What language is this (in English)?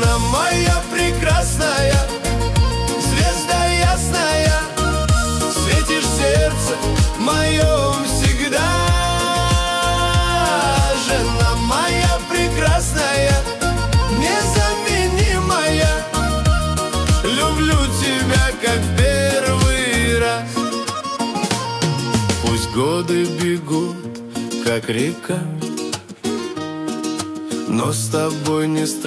Russian